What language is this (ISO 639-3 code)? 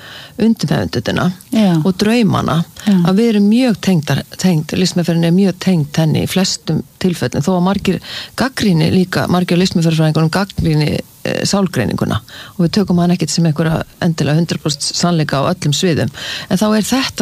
isl